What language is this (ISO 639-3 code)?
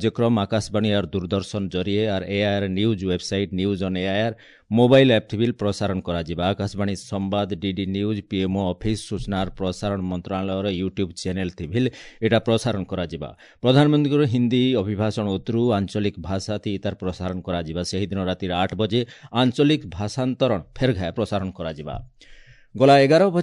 ori